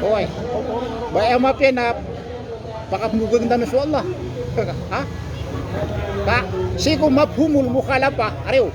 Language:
Maranao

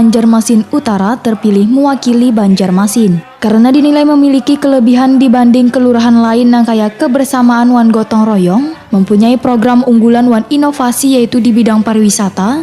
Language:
Banjar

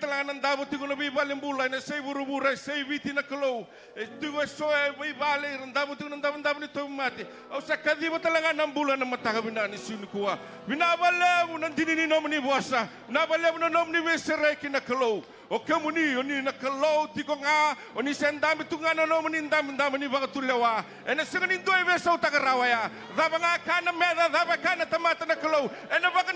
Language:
Fijian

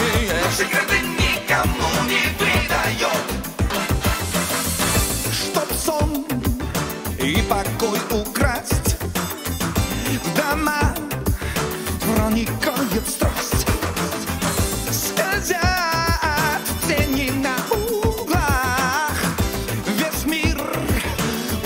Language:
Russian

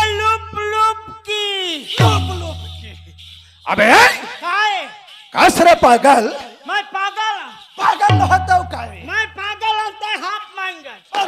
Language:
Chhattisgarhi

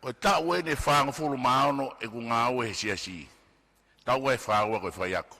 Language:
Tongan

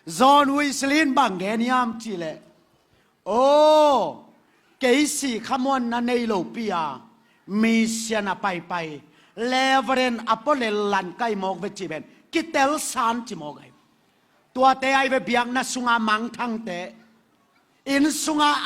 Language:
Tedim Chin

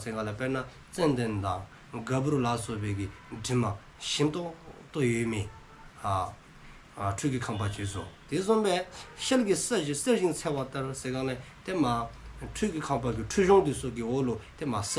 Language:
Dzongkha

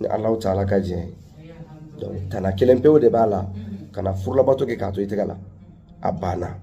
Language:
Bambara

